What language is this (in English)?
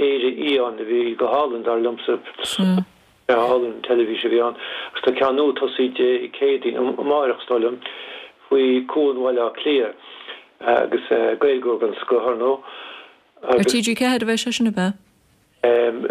Irish